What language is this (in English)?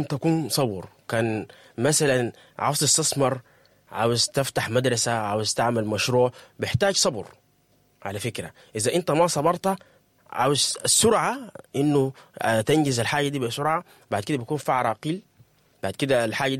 Sudanese Arabic